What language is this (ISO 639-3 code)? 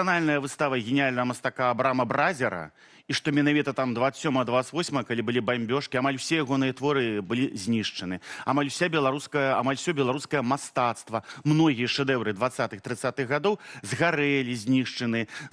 bel